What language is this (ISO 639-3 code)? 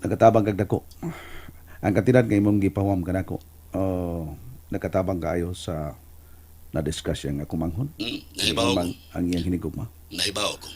ceb